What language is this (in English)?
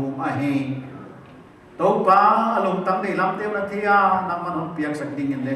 Paite Chin